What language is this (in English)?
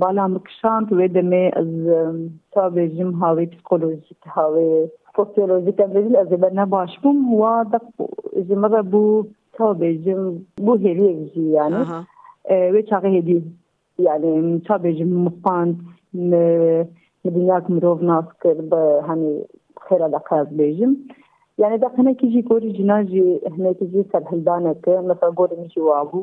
Kurdish